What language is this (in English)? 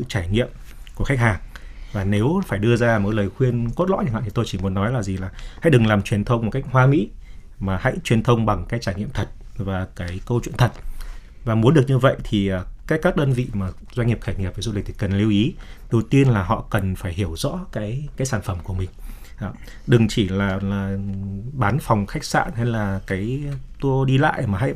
Vietnamese